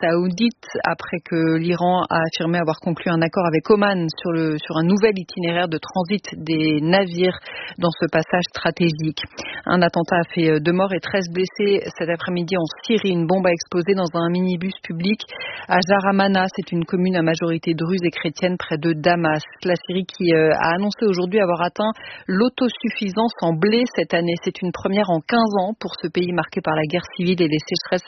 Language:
French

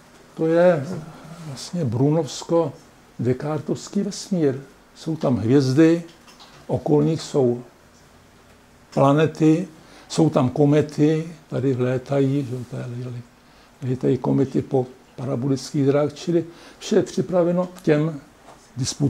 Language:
Czech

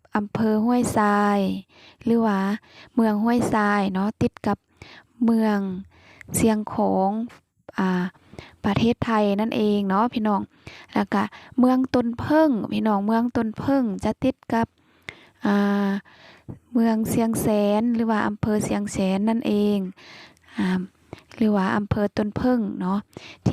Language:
Lao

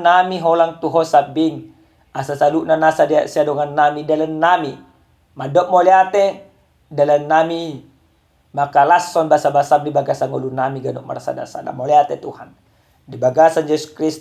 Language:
Batak Toba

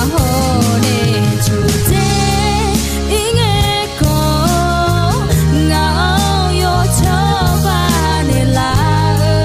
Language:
Akha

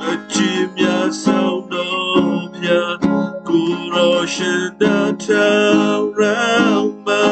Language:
Western Kayah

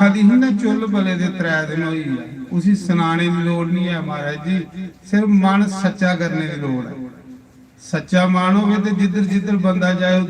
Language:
Dogri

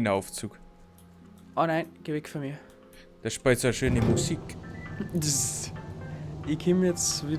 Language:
Bavarian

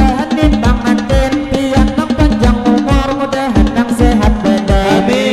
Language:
Banjar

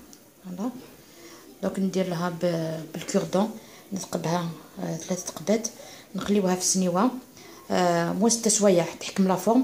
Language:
Algerian Arabic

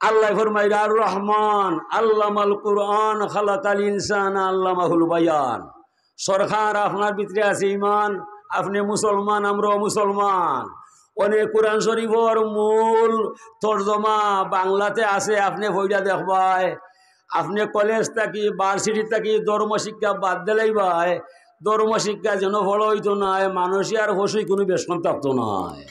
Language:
Sylheti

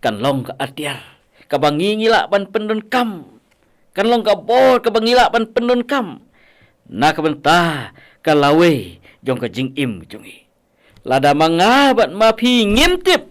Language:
Khasi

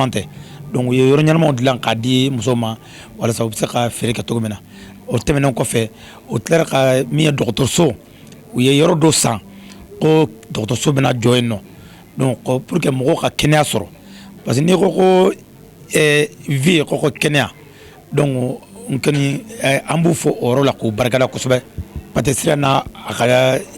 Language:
Bambara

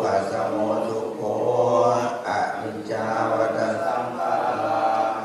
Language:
Pali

